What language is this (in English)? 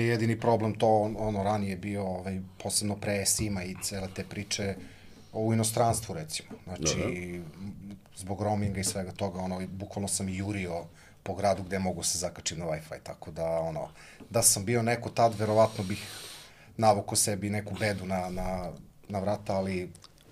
Serbian